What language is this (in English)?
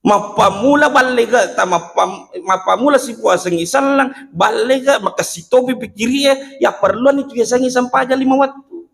Buginese